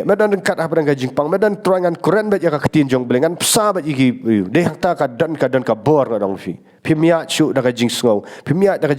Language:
Khasi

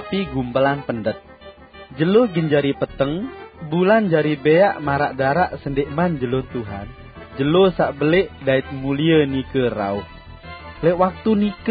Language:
Sasak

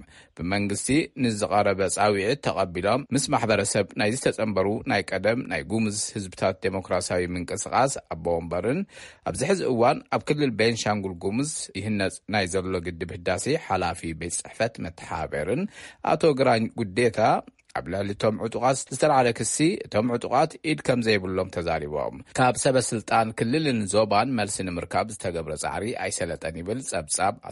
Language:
Tigrinya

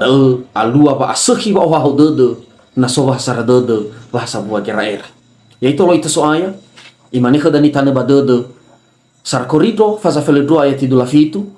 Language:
Nias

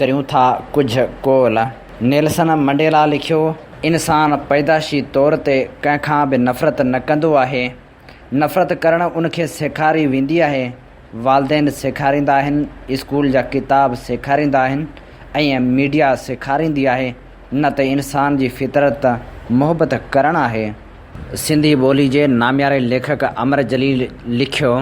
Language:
Sindhi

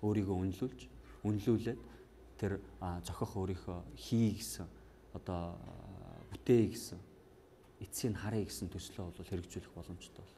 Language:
Mongolian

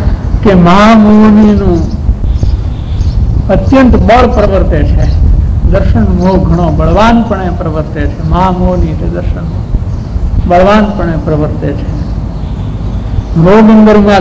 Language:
Gujarati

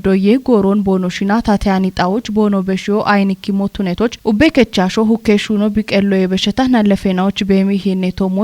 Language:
Kafa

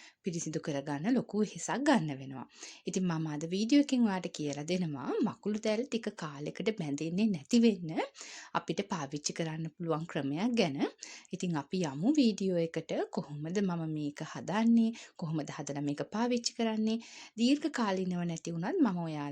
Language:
Sinhala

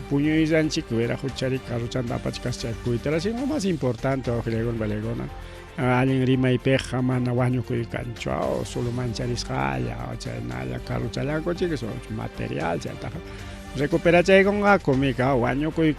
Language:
Ayacucho Quechua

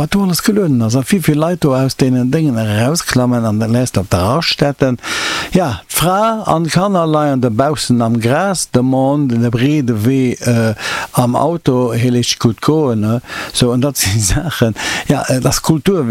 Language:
Luxembourgish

